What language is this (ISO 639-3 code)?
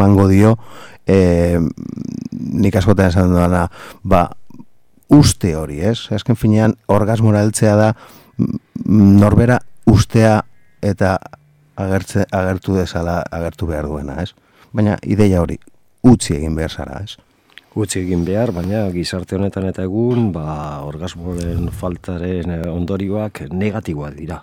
eus